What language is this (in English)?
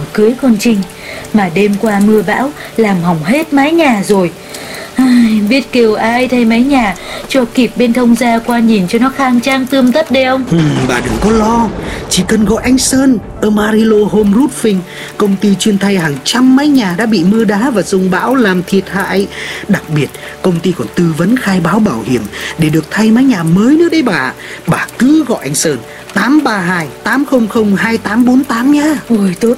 Vietnamese